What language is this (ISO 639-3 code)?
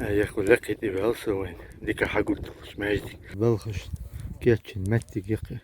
che